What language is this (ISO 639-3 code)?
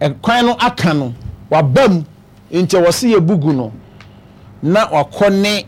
aka